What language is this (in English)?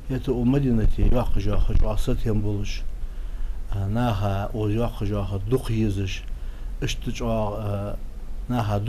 Ingush